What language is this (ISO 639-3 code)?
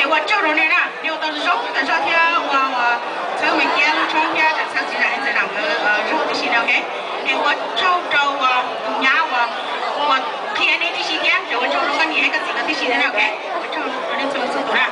hmn